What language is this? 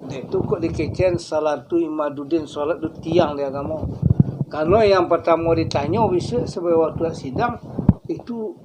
Minangkabau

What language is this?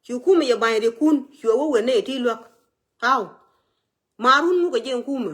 Nuer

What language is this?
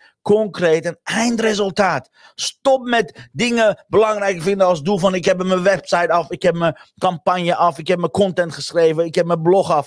Dutch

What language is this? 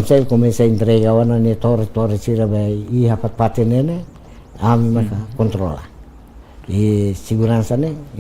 Tetum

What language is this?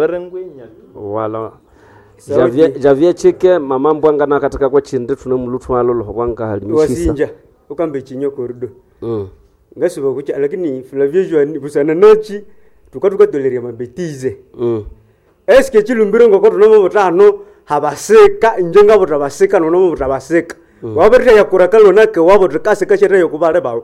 Swahili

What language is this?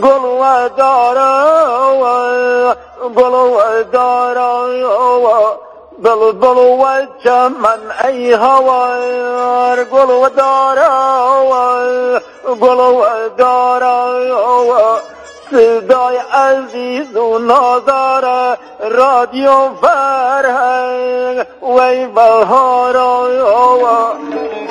Persian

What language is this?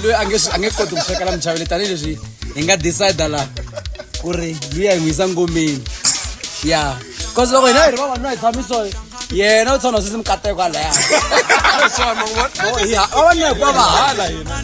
Tsonga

